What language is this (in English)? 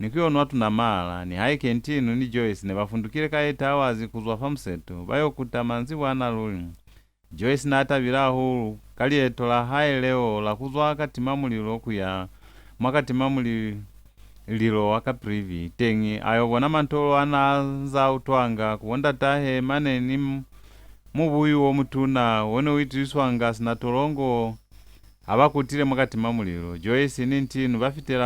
Lozi